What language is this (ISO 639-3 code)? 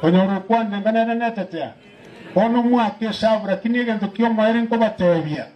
guz